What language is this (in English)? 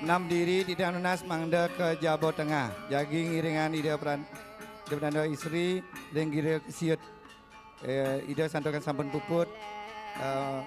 Balinese